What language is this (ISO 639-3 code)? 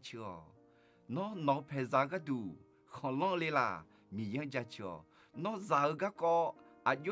ahk